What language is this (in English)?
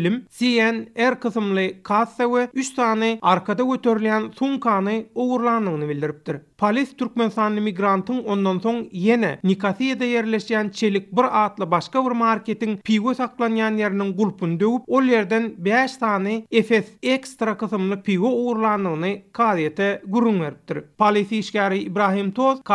Turkmen